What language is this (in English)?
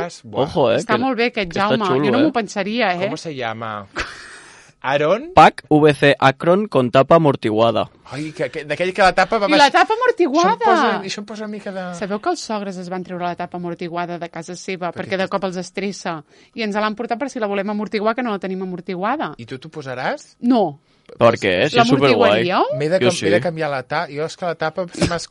Catalan